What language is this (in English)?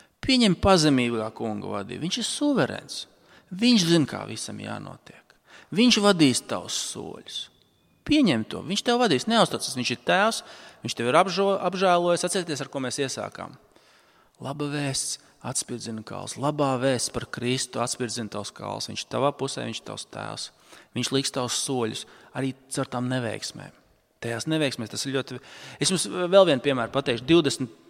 Latvian